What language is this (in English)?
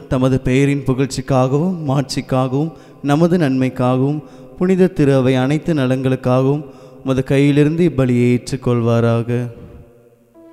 Tamil